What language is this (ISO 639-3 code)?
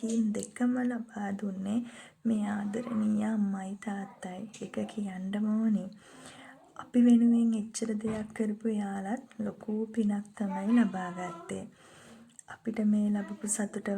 sin